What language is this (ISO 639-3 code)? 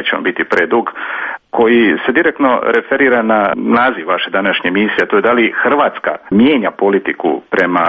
hrv